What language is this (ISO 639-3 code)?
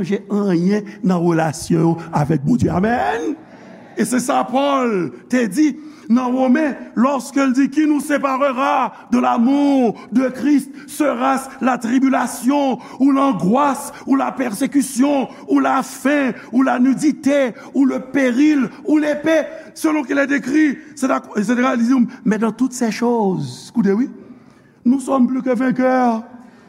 hat